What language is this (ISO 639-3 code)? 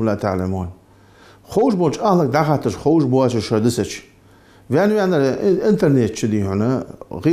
inh